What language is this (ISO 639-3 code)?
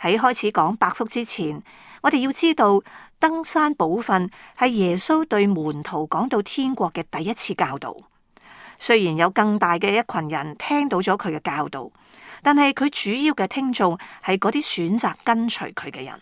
yue